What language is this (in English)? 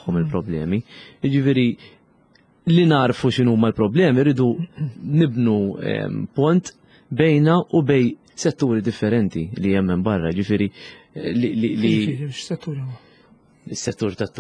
Maltese